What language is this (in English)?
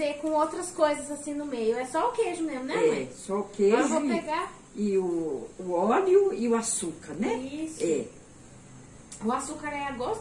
Portuguese